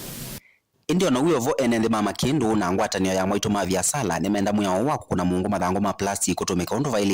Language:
Kamba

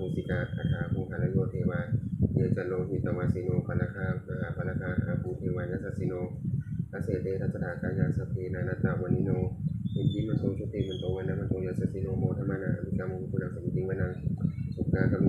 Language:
Pali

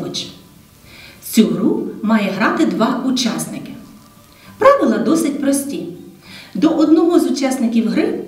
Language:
Ukrainian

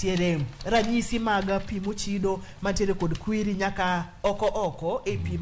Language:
Luo (Kenya and Tanzania)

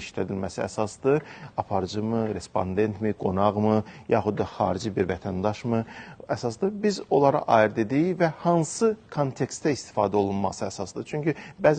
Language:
Azerbaijani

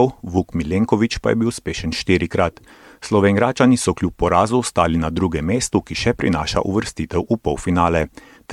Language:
Slovenian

